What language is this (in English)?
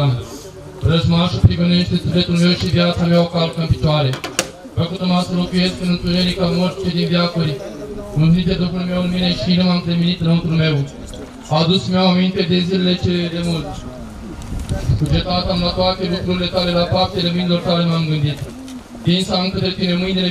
Romanian